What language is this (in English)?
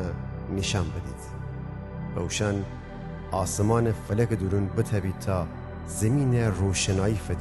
Gilaki